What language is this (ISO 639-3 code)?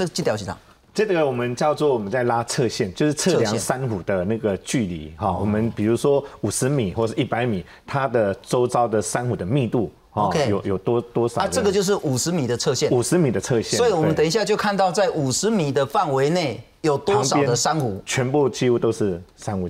zho